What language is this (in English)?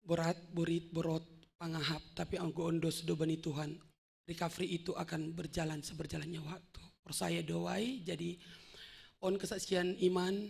Batak Simalungun